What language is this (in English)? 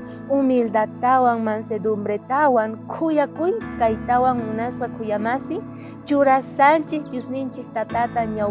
South Bolivian Quechua